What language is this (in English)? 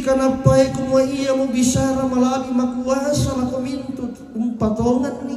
Toraja-Sa'dan